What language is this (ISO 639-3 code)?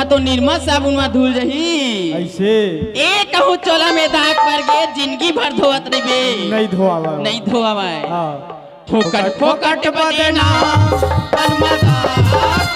hne